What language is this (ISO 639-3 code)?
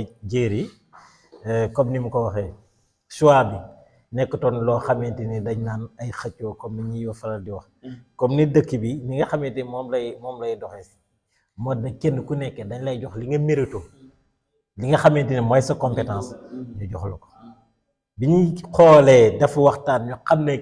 wol